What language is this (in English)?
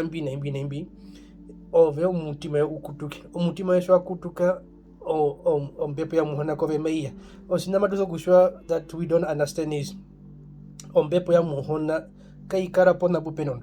Herero